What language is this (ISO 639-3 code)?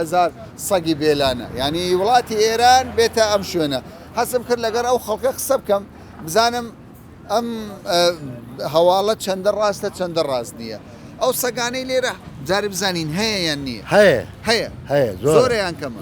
ckb